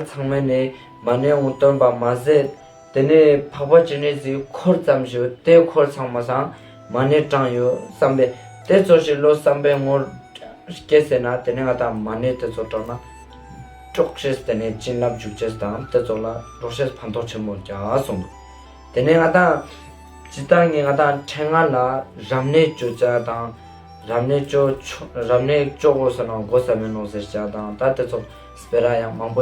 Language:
Ladakhi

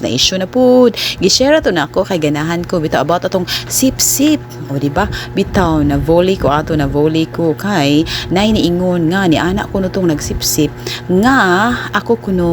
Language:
Cebuano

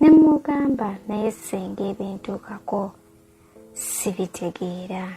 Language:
Ganda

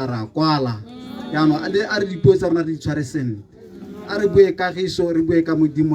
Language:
Tswana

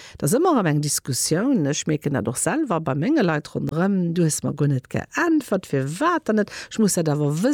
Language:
Luxembourgish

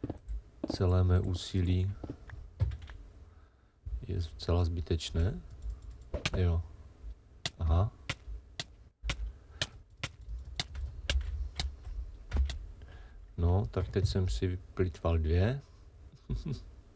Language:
Czech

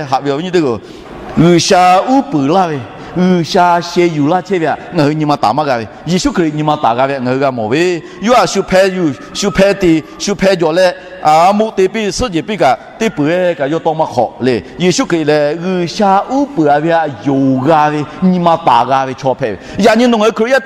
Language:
Lahu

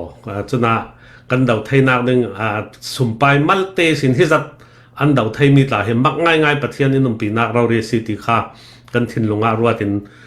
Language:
Falam Chin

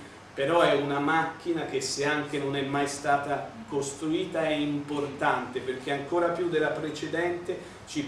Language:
Italian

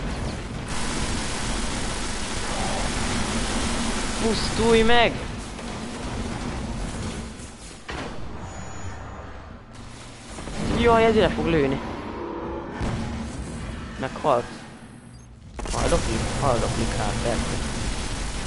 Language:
Hungarian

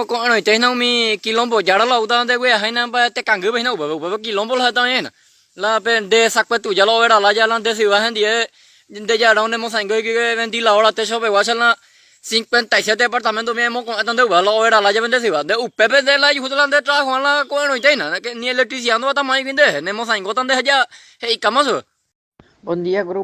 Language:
Guarani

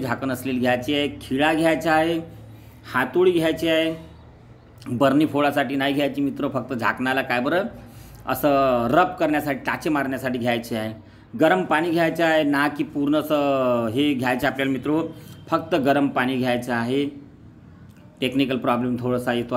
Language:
Marathi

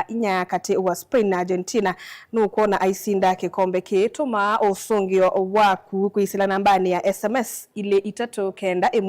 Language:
Kamba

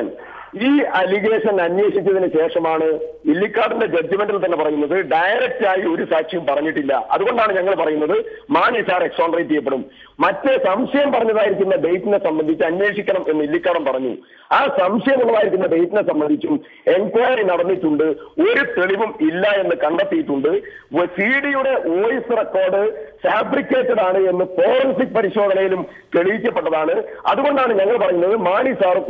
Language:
Malayalam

